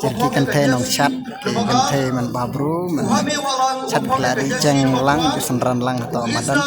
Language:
Khasi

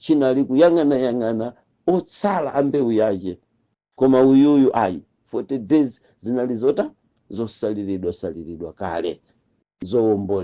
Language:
Nyanja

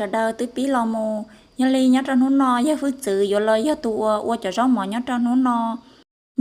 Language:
Hmong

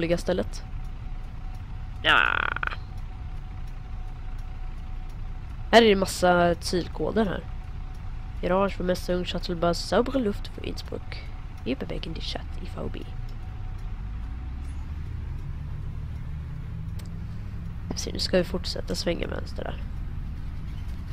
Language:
Swedish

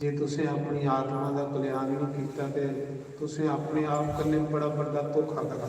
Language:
Dogri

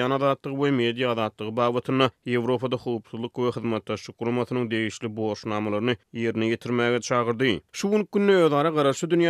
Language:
Turkmen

